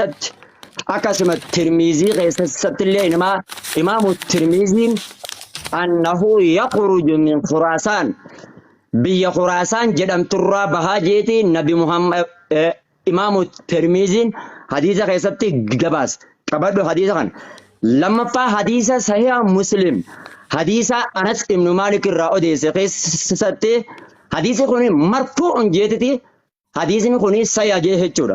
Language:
Oromo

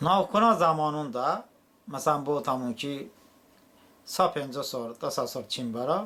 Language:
Talysh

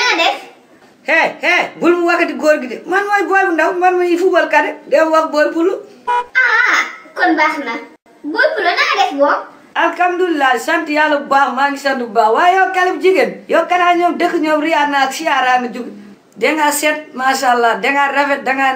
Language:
Wolof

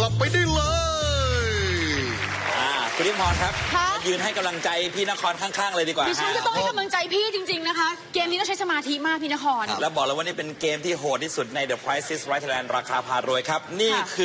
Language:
Thai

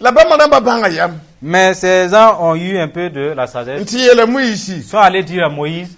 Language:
Mossi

